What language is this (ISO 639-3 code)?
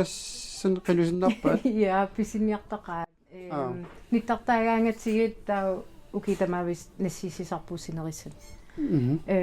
kal